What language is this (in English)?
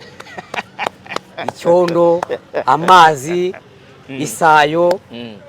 Kinyarwanda